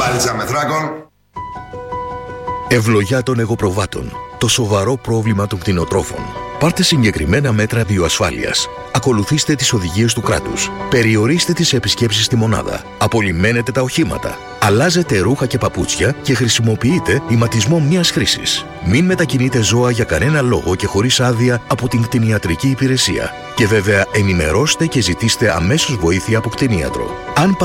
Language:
Greek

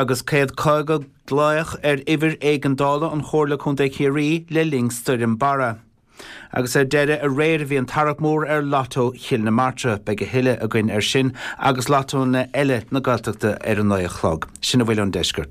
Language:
Irish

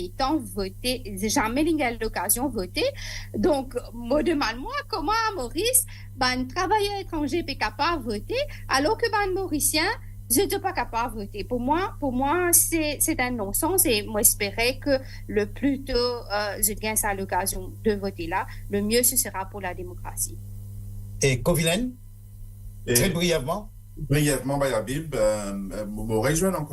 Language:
Morisyen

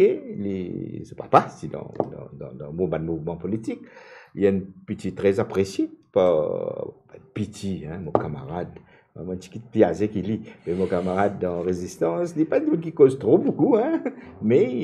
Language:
Morisyen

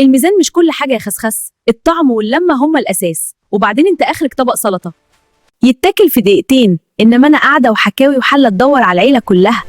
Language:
Egyptian Arabic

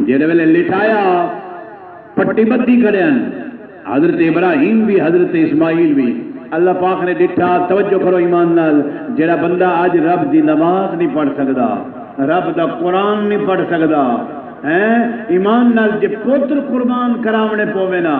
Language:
Saraiki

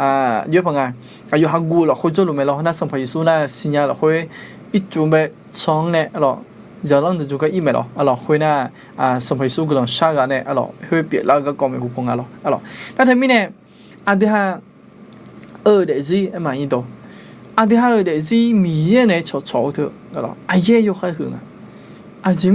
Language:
Akha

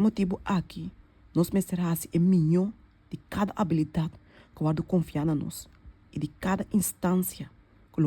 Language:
Papiamento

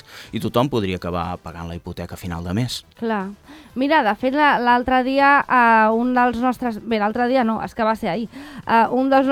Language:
Catalan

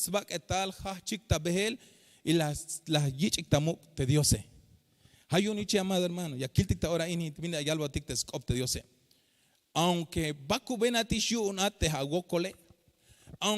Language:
Tzeltal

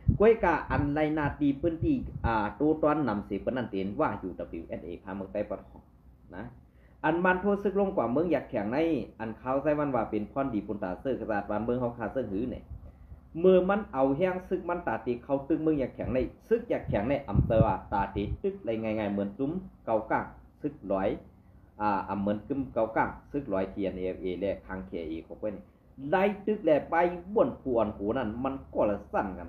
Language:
Shan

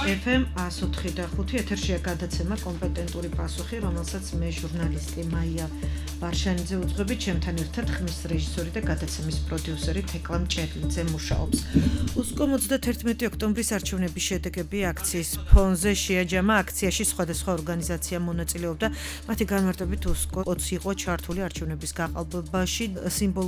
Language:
Georgian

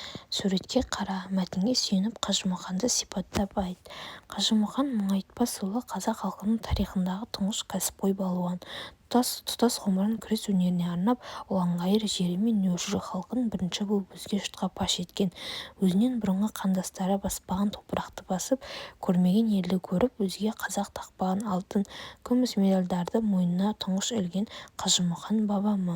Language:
Kazakh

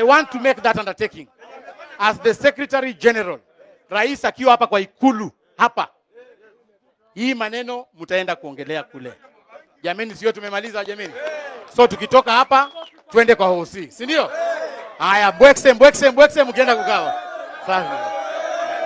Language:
Swahili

